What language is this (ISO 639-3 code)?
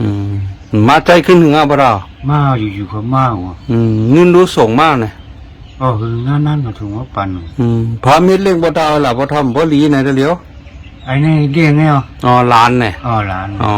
shn